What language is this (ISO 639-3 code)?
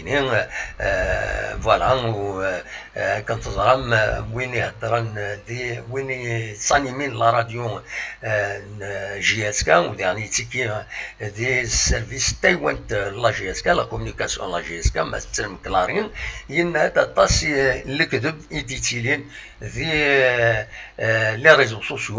kab